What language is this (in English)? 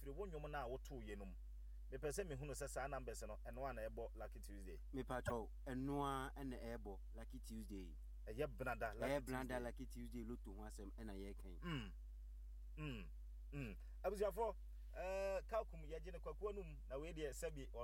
Akan